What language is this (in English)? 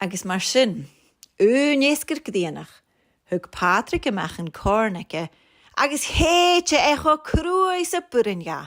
Scottish Gaelic